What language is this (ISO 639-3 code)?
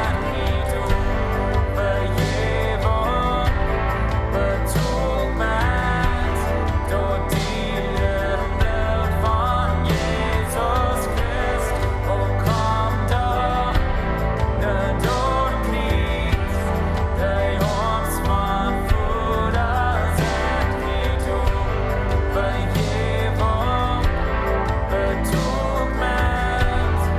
pdt